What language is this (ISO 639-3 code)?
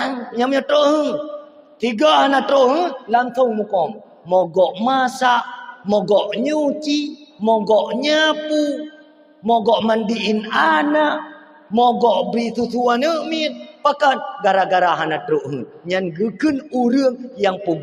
ace